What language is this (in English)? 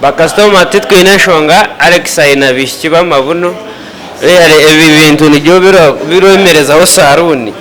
Nyankole